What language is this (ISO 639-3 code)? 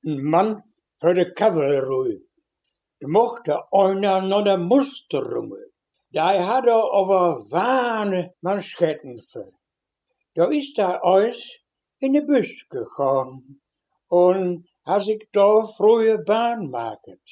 wep